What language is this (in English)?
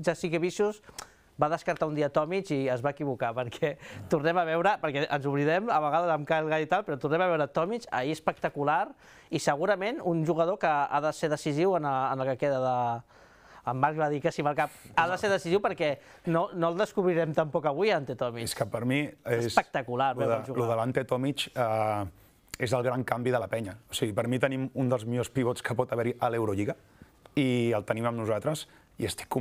Catalan